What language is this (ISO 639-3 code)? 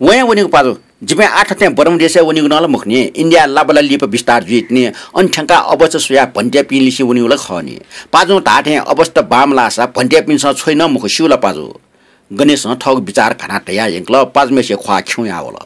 new